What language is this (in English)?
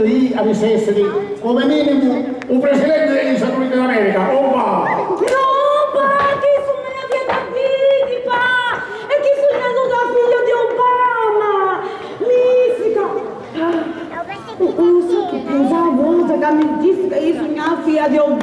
Sicilian